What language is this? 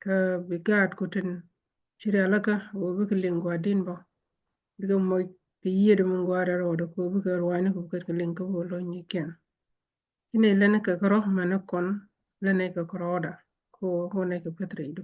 Nuer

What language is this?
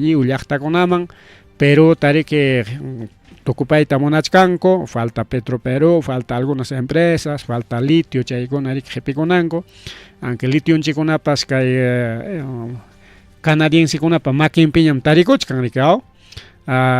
Ayacucho Quechua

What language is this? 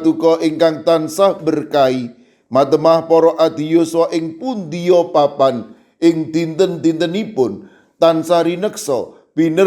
Javanese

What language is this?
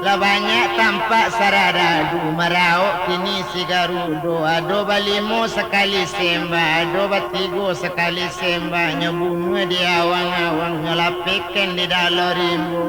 Minangkabau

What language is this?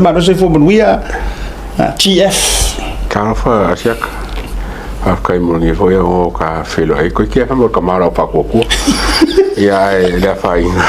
Samoan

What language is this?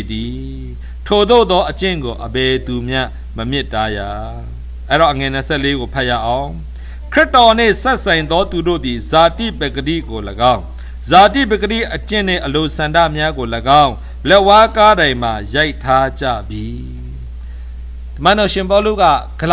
Burmese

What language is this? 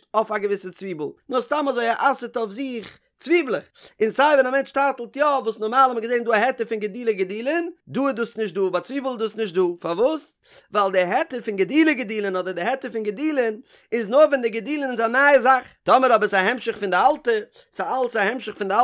Yiddish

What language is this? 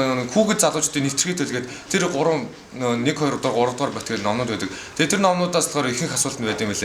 Mongolian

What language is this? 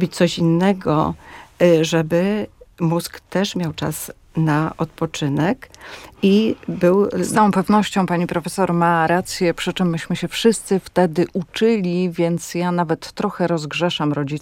Polish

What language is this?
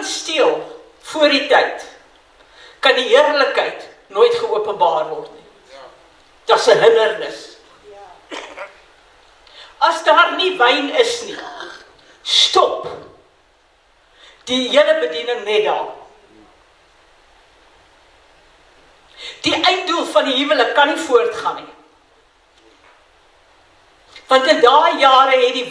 Afrikaans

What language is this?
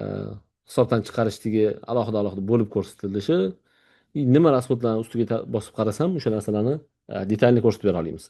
Uzbek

